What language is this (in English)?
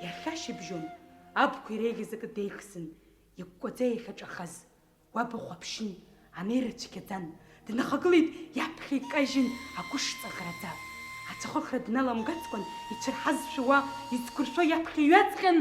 Abkhazian